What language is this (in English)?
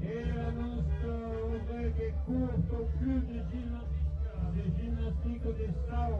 Occitan